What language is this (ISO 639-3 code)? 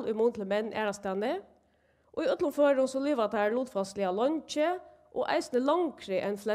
fao